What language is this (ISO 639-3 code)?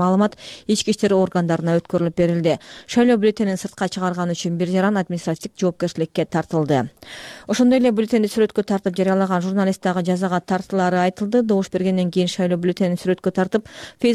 kir